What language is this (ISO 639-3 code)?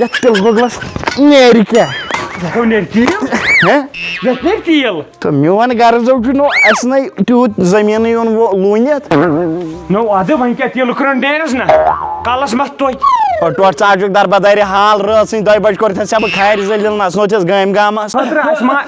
kas